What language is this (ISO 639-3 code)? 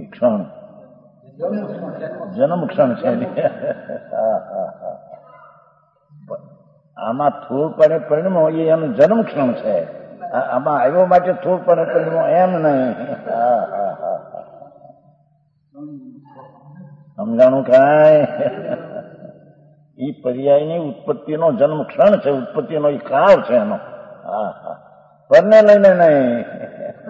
guj